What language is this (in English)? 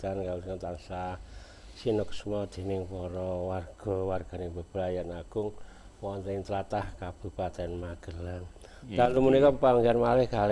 Javanese